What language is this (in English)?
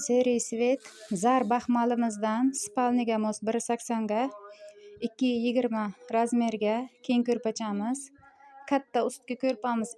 Uzbek